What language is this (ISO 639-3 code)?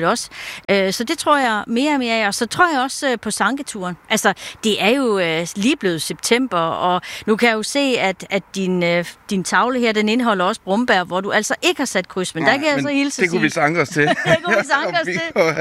dan